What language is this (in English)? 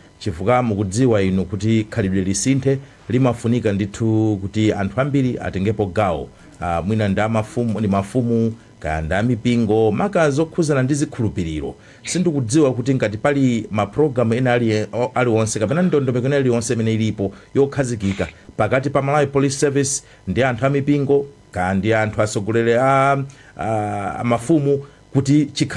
Nyanja